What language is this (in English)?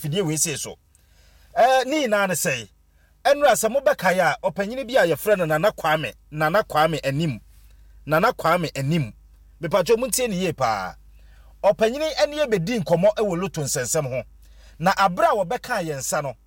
Akan